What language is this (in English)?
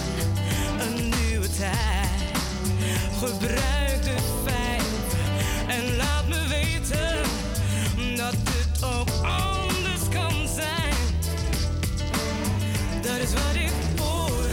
Dutch